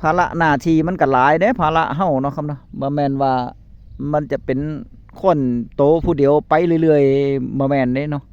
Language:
Northeastern Thai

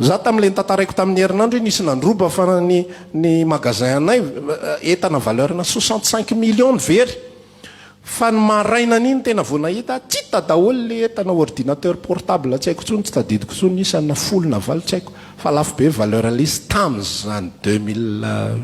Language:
Malagasy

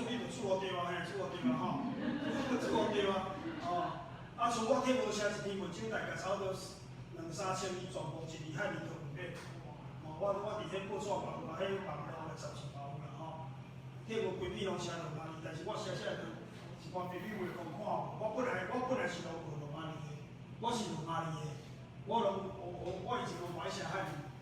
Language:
Min Nan Chinese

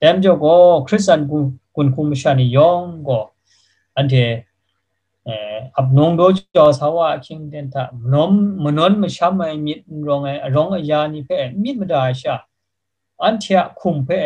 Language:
Kachin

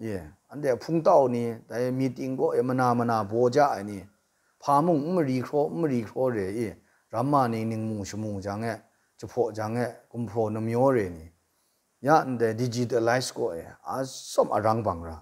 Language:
Kachin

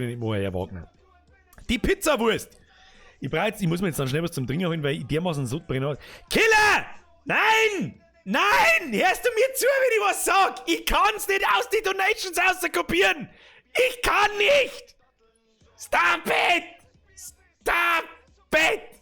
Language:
Bavarian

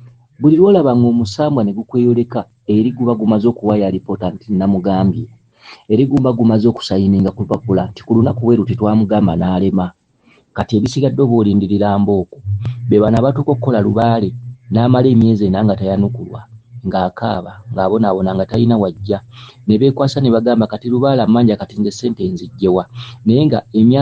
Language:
Ganda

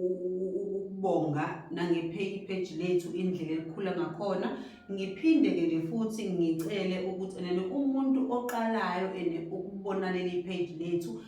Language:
Zulu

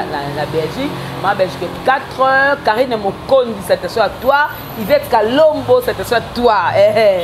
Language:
Lingala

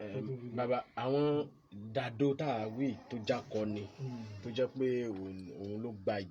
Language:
Yoruba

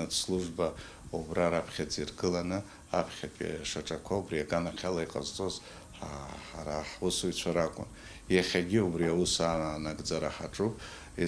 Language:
Abkhazian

